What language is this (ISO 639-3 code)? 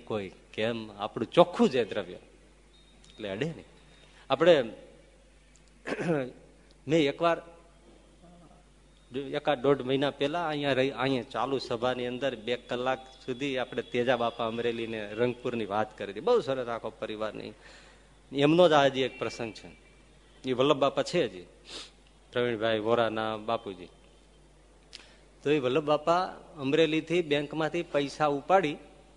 guj